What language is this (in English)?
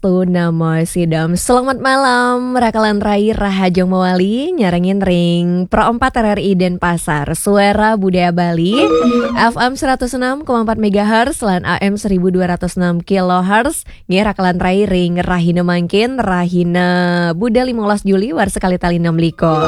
Balinese